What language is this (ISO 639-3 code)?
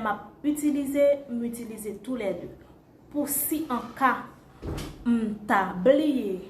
hat